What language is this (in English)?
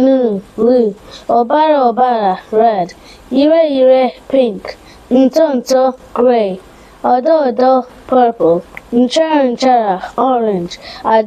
Igbo